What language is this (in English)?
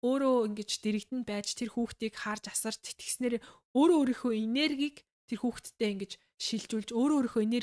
Mongolian